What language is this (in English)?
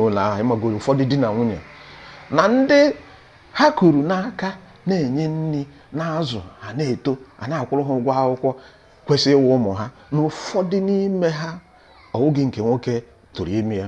Igbo